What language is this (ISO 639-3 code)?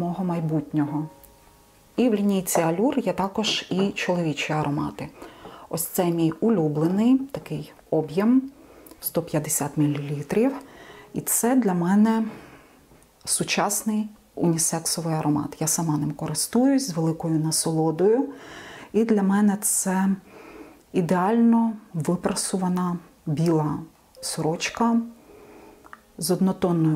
ukr